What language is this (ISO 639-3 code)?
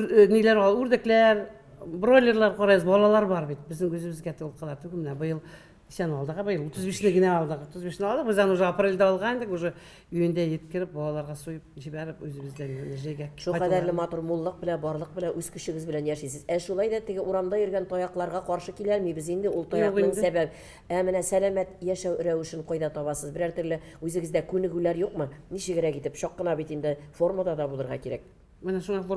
tat